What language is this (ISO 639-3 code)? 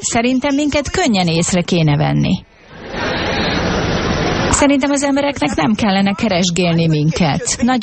hun